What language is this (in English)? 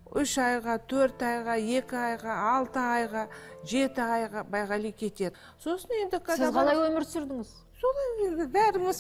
Kazakh